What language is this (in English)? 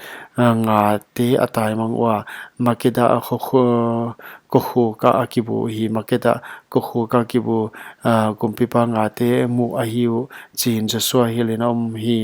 Paite Chin